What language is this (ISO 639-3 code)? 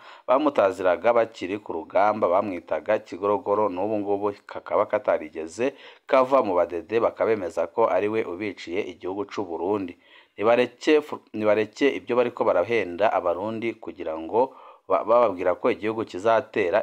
run